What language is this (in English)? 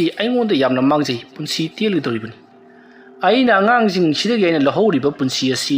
Manipuri